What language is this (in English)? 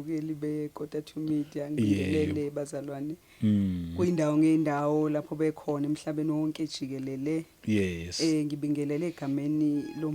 Zulu